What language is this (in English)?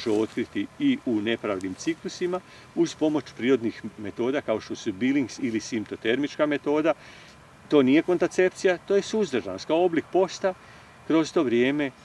Croatian